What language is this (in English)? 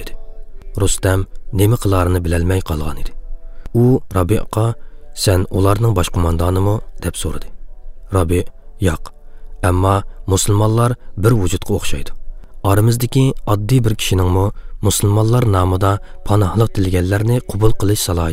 Uyghur